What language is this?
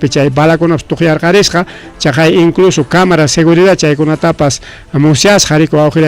Ayacucho Quechua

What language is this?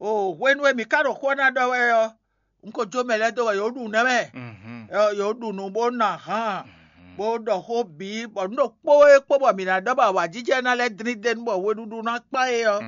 Fon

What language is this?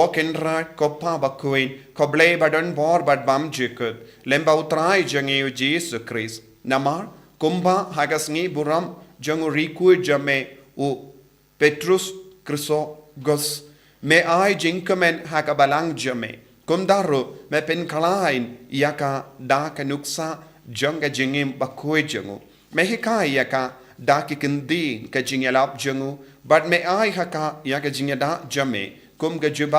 Khasi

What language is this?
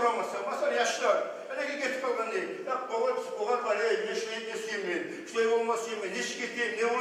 Kumyk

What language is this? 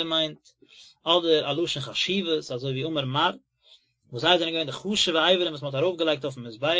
Yiddish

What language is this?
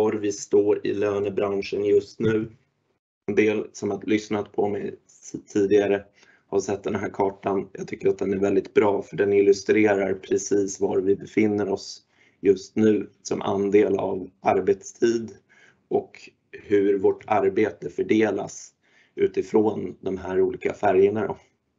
Swedish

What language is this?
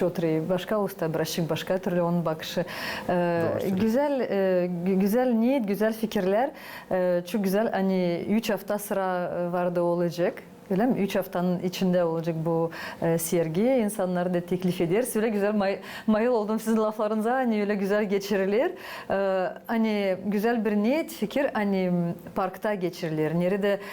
Gagauz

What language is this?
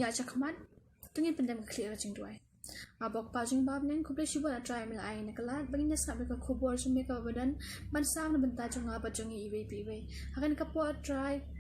Khasi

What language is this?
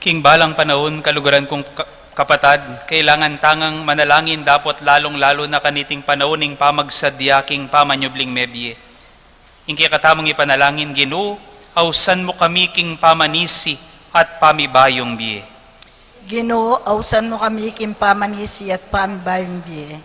Pampanga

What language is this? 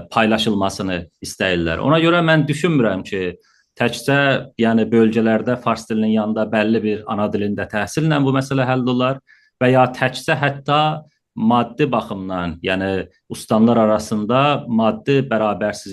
South Azerbaijani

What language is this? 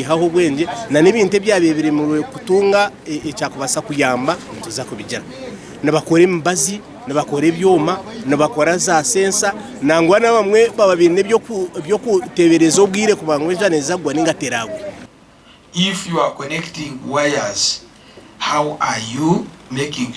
Nyankole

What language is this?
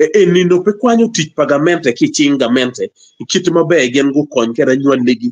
Acoli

